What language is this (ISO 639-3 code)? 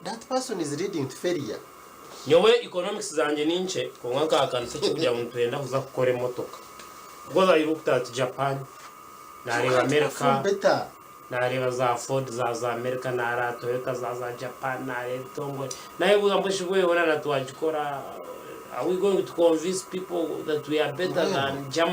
nyn